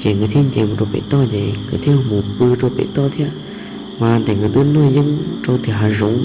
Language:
Hmong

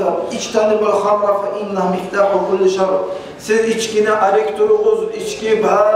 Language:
Kumyk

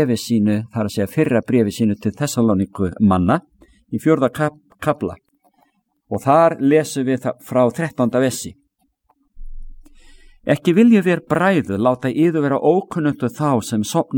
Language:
Icelandic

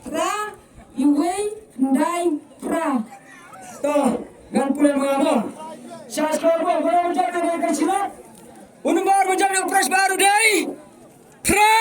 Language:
Khasi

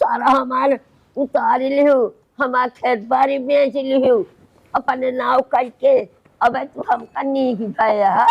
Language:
Awadhi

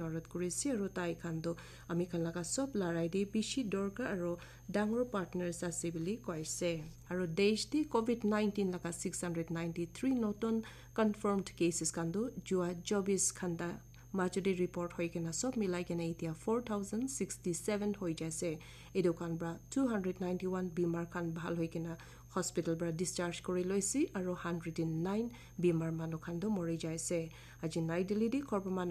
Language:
Naga Pidgin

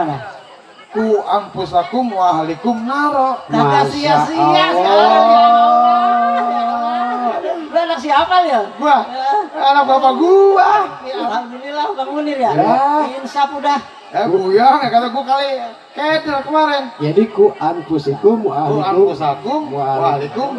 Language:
Betawi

